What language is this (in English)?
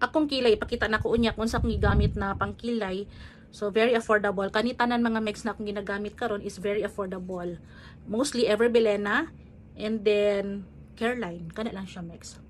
Cebuano